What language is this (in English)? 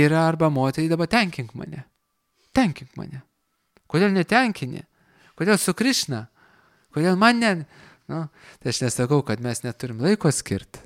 Lithuanian